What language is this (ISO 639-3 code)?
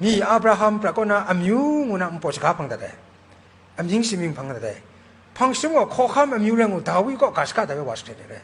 kac